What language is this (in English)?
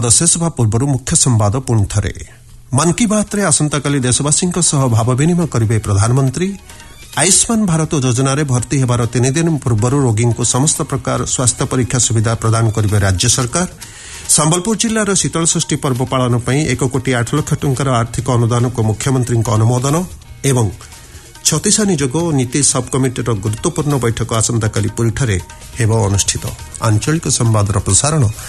Odia